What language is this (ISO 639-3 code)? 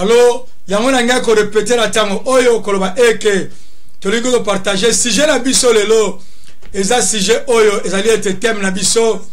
lin